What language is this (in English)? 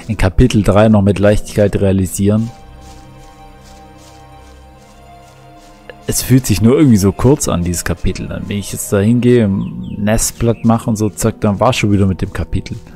German